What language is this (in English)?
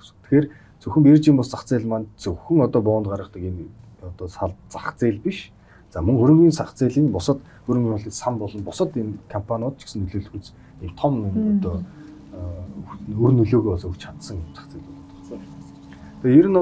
Mongolian